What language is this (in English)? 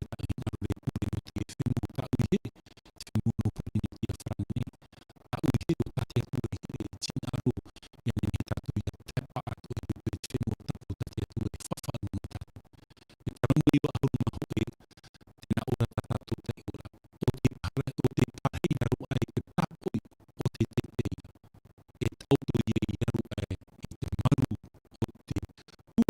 Tahitian